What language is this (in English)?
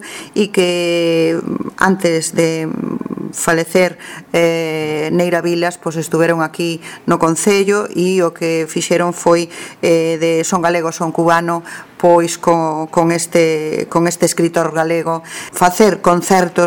Galician